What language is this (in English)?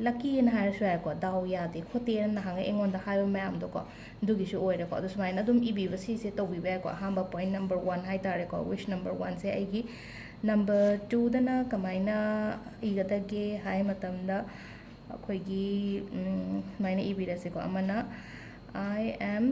Manipuri